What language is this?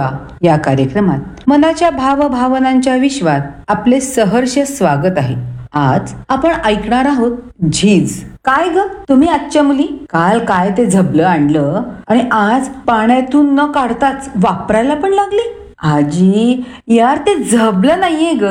Marathi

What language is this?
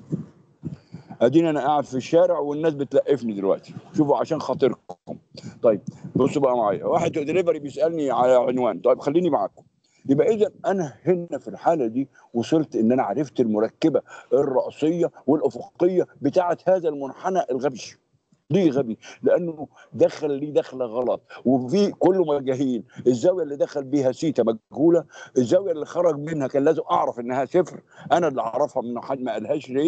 Egyptian Arabic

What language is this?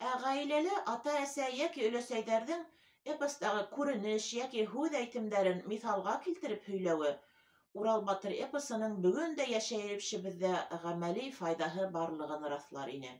Bashkir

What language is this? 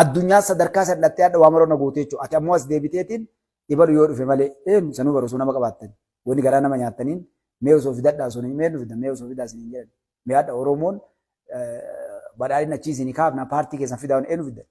Oromo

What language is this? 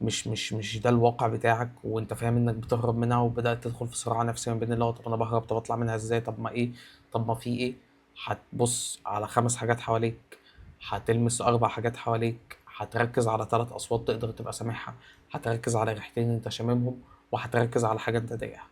Egyptian Arabic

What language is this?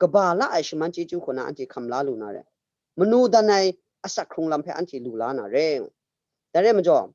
Kachin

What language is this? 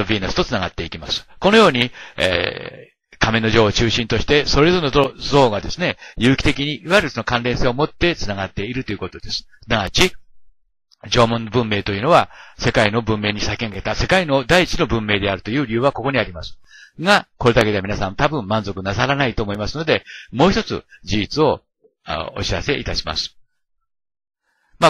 Japanese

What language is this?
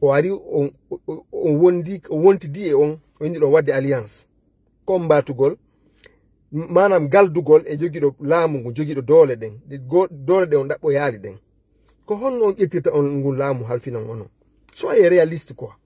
Fula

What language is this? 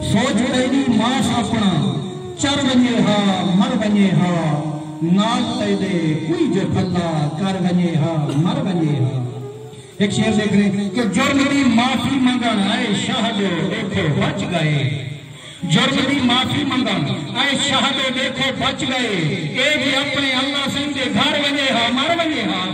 Saraiki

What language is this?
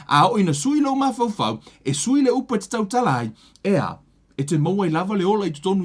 Samoan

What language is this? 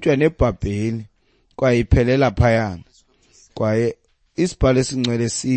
Xhosa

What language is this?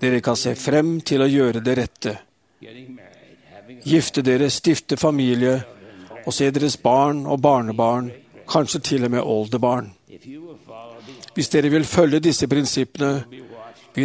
Norwegian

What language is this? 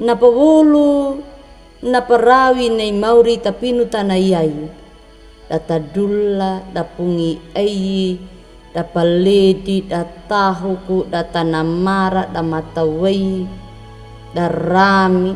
Anakalangu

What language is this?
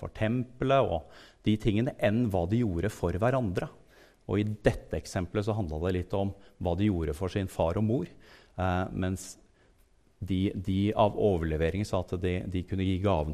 Norwegian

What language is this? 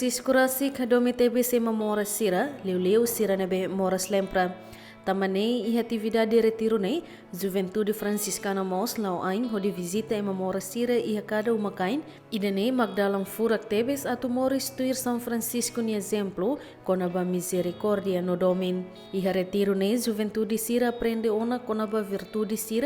Tetum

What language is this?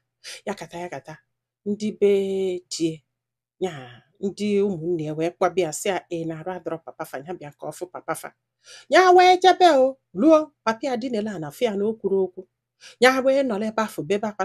Igbo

